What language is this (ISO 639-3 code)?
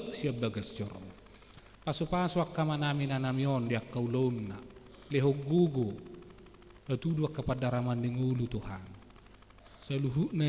bbc